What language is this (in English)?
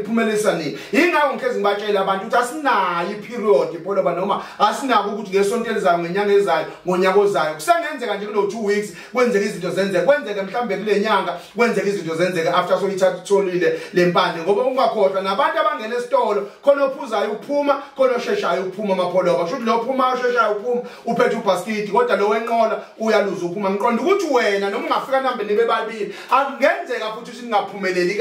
Zulu